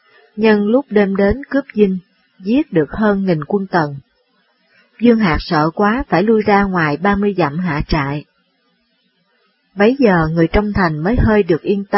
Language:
Vietnamese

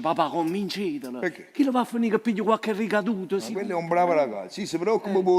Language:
Neapolitan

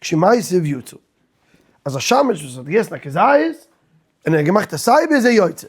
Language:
Yiddish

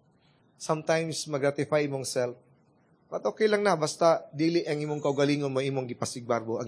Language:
Cebuano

